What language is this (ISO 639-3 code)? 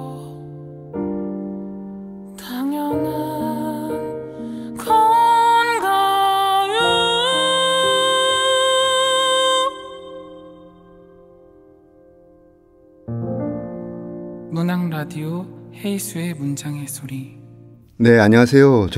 kor